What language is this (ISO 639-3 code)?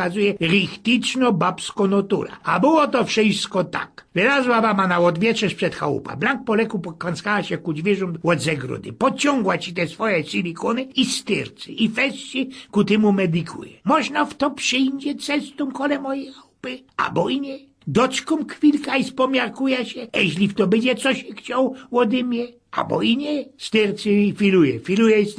szl